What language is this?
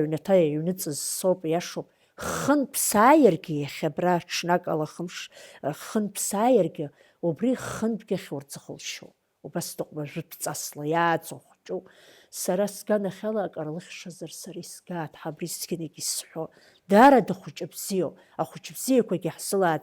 Abkhazian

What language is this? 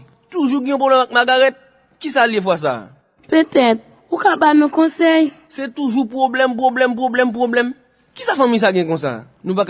Haitian Creole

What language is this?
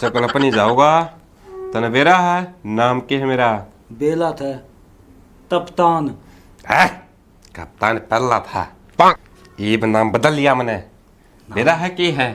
Haryanvi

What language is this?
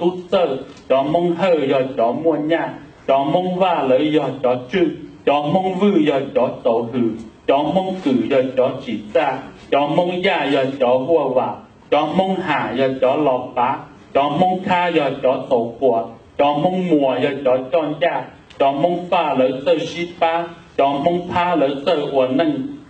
Hmong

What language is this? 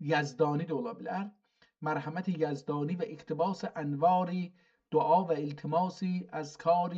South Azerbaijani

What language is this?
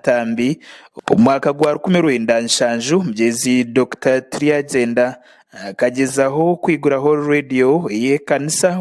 Nyankole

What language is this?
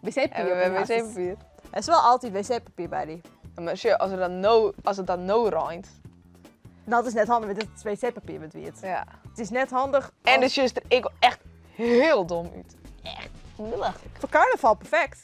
Western Frisian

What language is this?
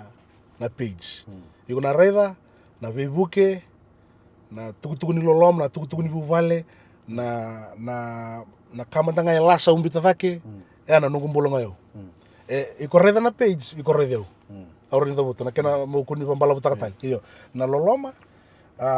Fijian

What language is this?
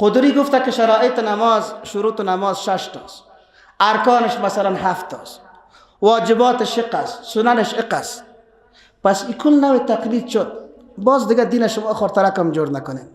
Persian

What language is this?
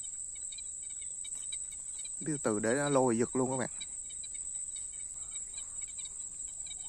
Vietnamese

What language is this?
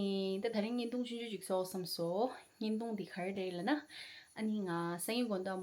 Tibetan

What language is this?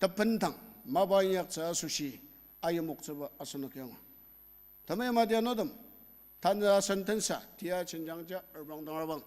Ao Naga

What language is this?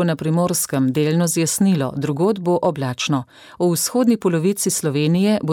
Slovenian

